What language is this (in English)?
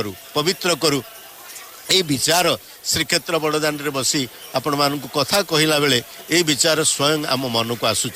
Odia